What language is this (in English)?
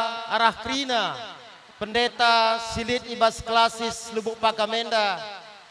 Batak Karo